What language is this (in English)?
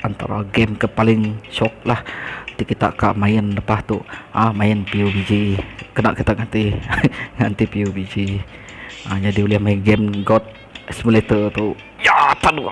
Iban